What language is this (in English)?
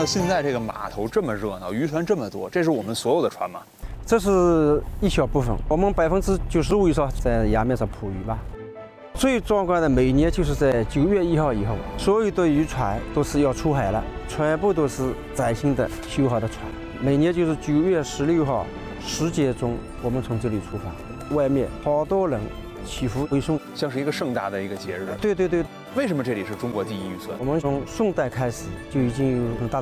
Chinese